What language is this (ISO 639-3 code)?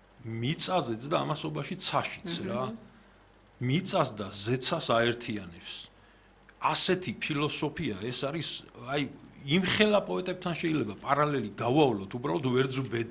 kat